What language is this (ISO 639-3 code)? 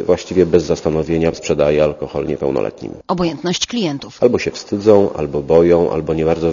pol